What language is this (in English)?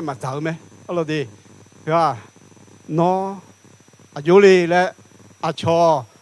Akha